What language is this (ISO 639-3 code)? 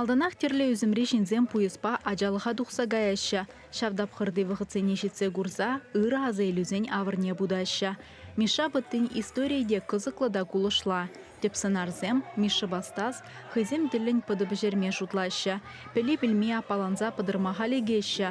chv